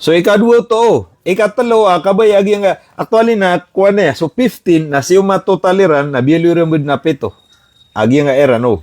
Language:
Maranao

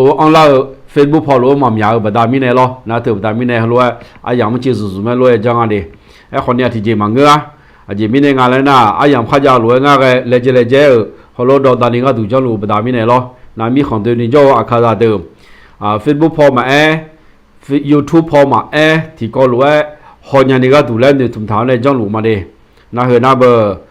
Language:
Akha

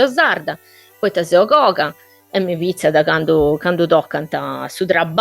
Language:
Sardinian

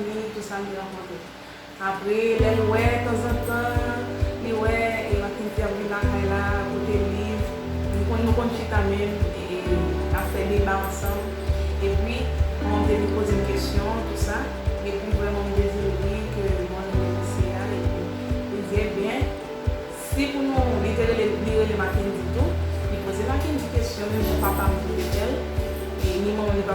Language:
Haitian Creole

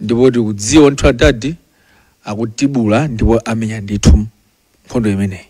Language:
Nyanja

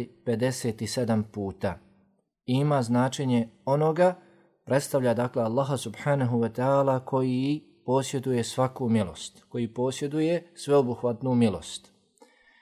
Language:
Bosnian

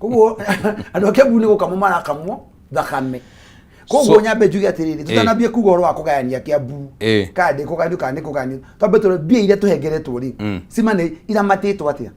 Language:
Kikuyu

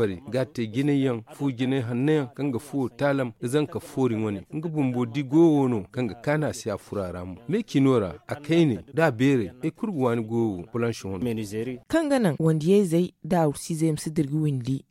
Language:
Zarma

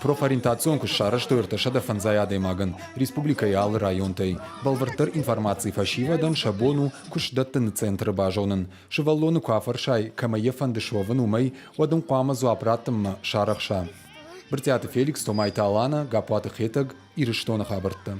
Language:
Ossetic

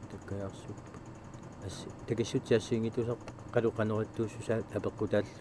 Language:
Kalaallisut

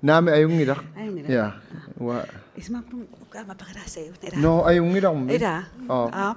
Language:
Kalaallisut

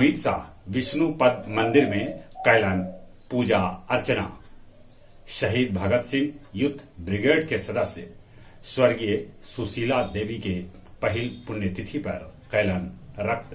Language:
Magahi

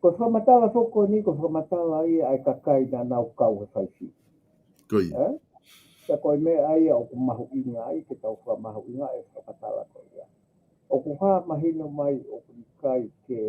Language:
Tongan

